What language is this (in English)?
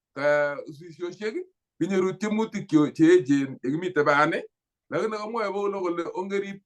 Kalenjin